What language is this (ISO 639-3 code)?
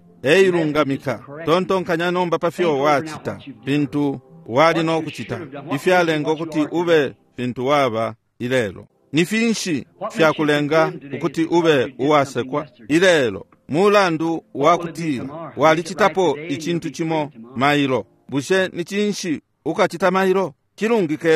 bem